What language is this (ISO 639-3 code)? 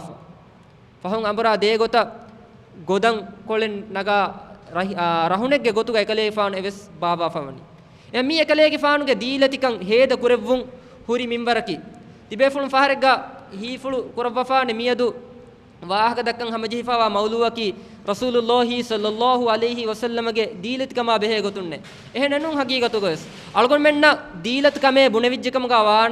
div